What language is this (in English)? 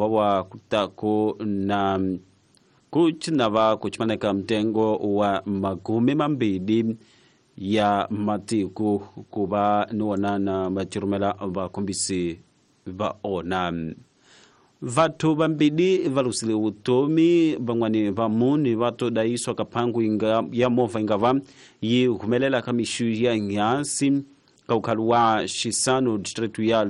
Tsonga